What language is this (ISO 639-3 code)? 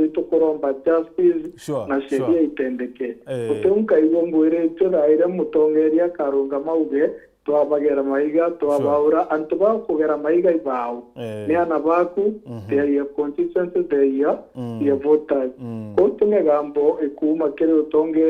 mer